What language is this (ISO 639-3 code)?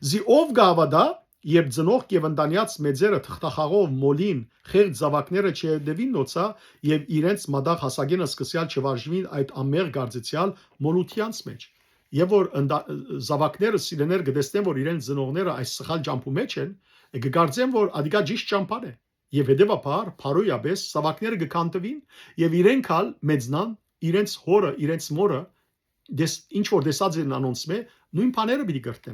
hyw